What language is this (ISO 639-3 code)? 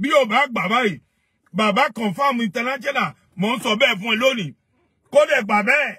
yor